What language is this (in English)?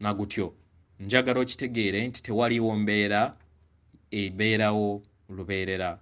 Ganda